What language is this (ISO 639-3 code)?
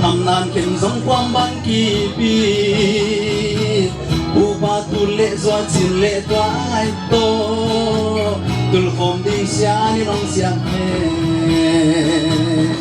pck